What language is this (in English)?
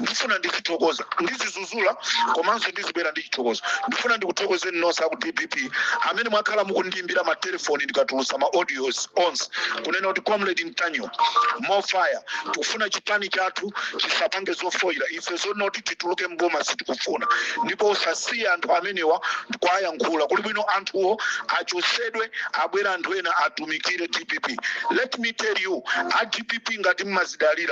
Nyanja